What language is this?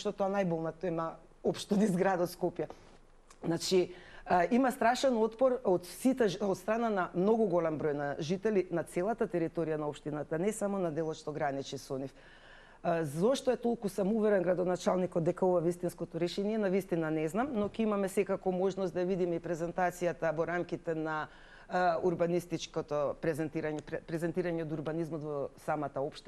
Macedonian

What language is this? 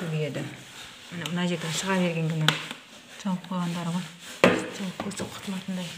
Kazakh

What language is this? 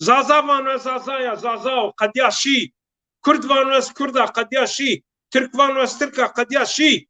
Zaza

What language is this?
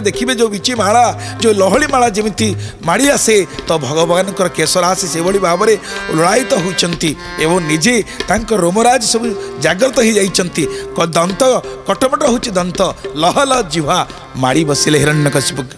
Odia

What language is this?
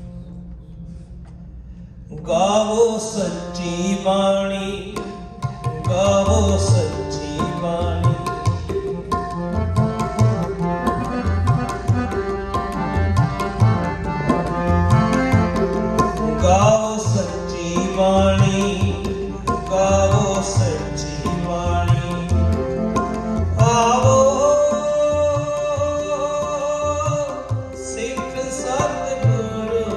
Punjabi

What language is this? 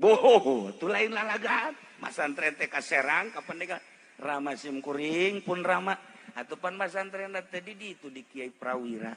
Sundanese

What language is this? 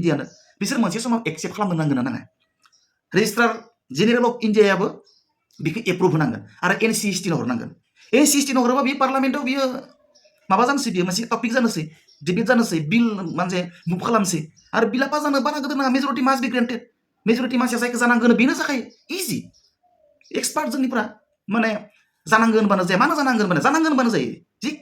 Bodo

